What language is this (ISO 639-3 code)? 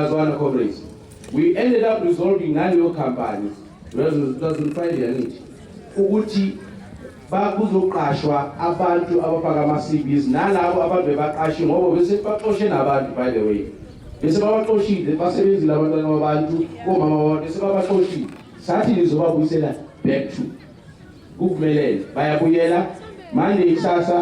zul